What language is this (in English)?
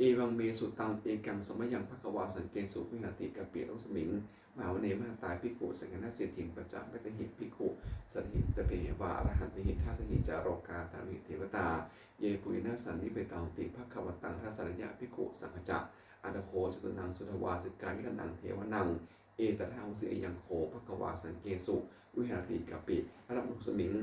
Pali